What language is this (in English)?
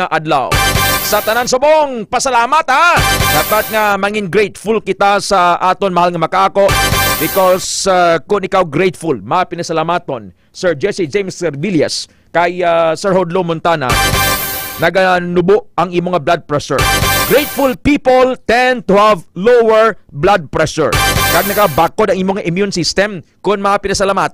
Hiligaynon